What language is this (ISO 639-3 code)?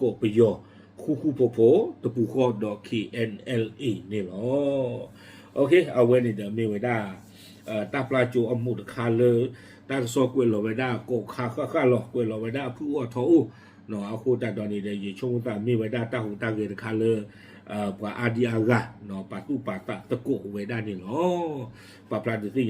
ksw